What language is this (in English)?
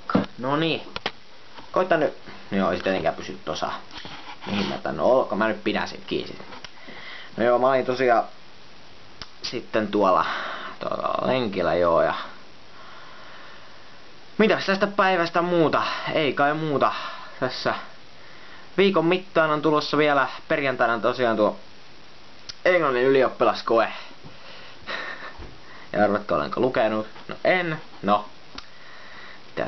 Finnish